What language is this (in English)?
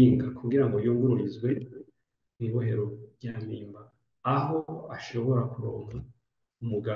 Rundi